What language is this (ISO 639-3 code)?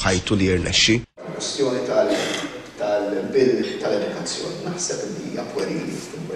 mlt